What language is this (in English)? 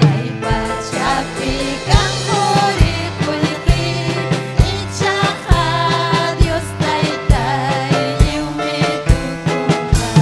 Ayacucho Quechua